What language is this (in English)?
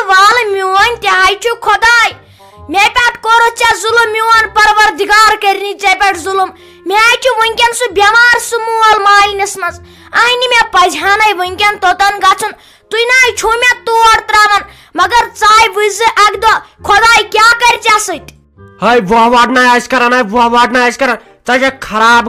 Kashmiri